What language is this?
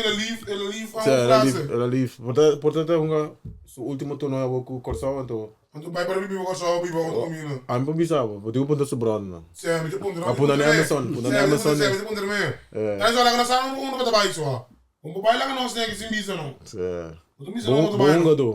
Papiamento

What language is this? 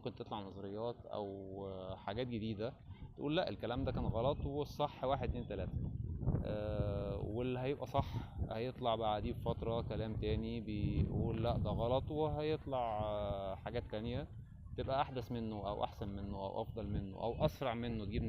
Egyptian Arabic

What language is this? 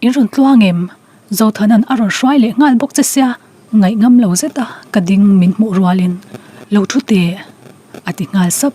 Mizo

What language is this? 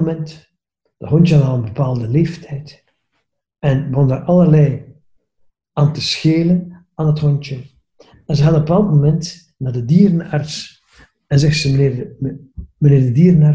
Dutch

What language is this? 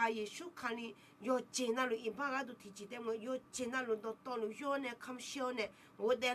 Akha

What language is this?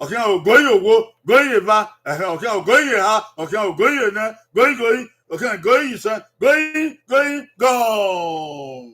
Bini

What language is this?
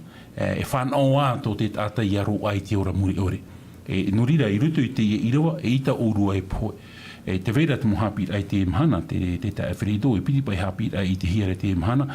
Tahitian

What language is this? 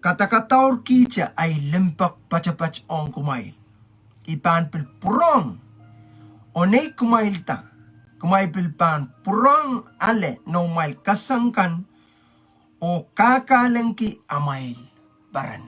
Pohnpeian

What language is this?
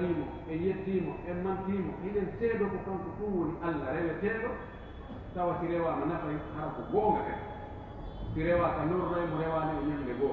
Pular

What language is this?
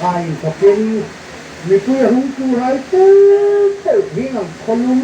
Hmar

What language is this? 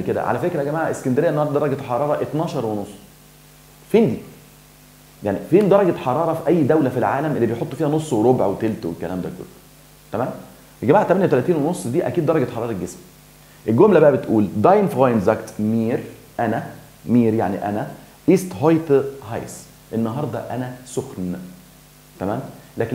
Egyptian Arabic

